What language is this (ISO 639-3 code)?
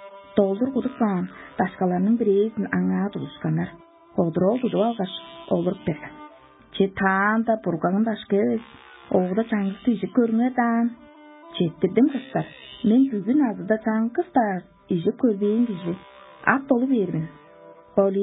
tyv